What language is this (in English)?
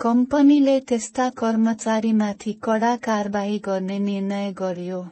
Nepali